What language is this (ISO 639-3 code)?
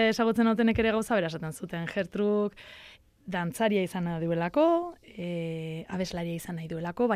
eus